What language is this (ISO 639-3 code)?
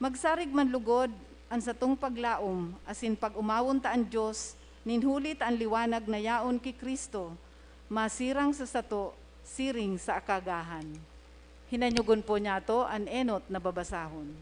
bik